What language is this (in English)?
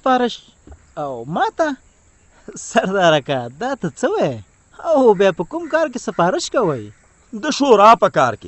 Pashto